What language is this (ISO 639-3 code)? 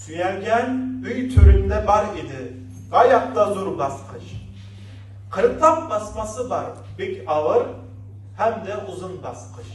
tat